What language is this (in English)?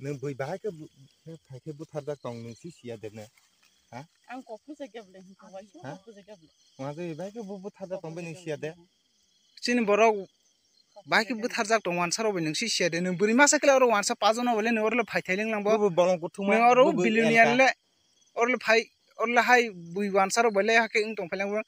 Kok Borok